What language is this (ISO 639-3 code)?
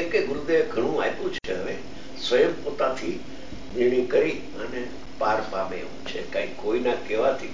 guj